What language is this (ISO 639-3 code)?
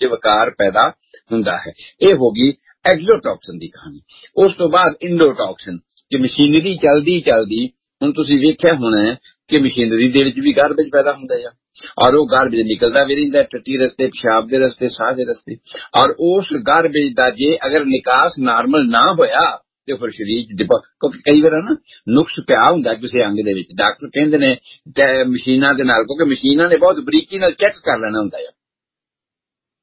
pan